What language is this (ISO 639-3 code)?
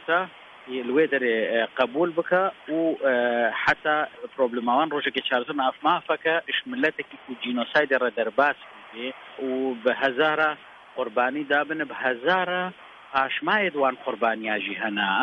kur